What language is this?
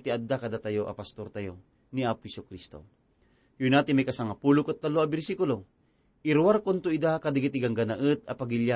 Iloko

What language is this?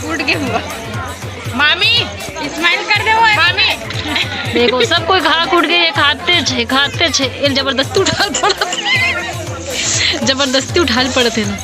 Chhattisgarhi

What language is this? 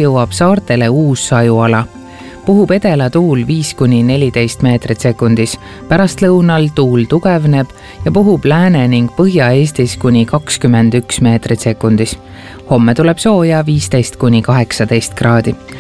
Estonian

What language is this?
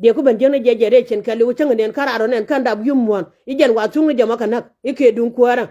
Nuer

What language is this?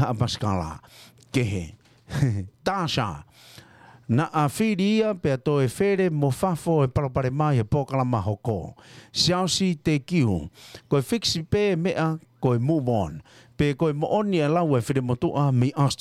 Tongan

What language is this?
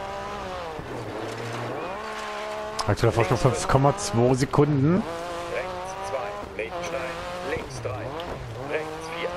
German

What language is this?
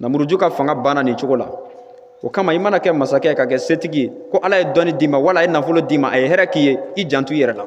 Bambara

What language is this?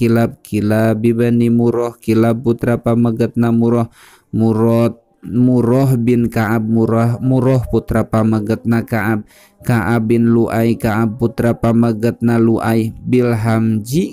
Sundanese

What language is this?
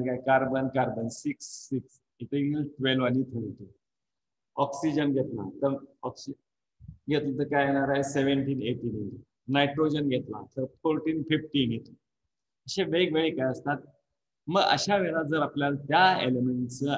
Marathi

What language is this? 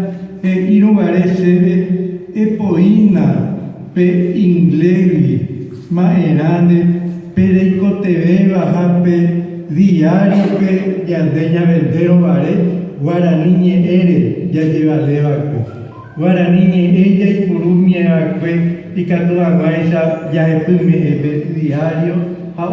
Guarani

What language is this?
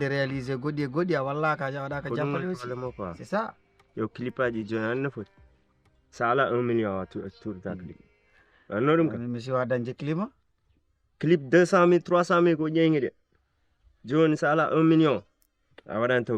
Fula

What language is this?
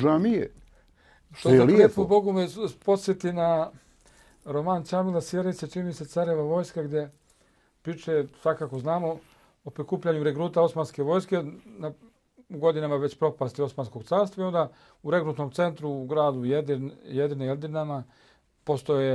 Bosnian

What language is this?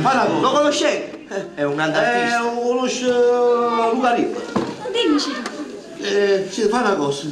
Neapolitan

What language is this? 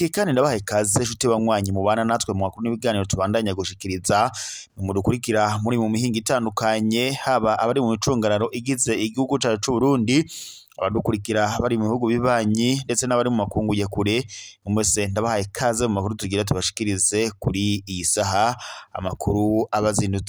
Rundi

